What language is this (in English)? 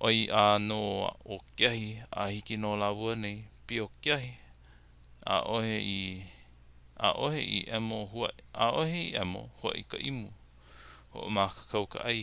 Hawaiian